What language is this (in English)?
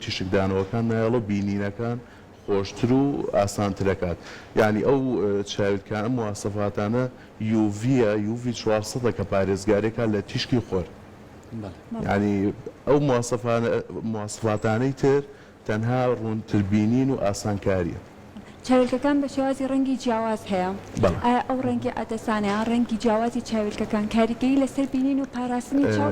Central Kurdish